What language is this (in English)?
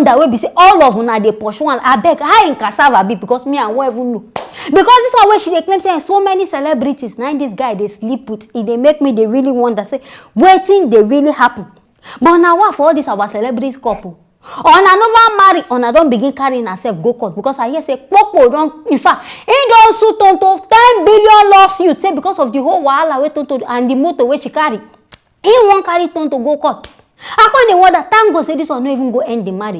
Nigerian Pidgin